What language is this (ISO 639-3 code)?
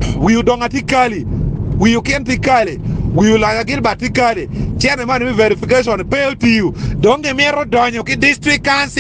ach